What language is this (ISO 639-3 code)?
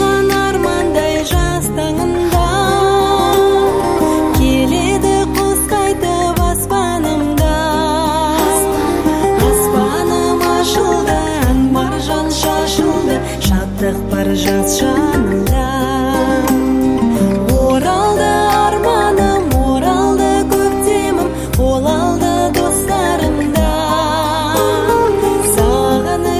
kaz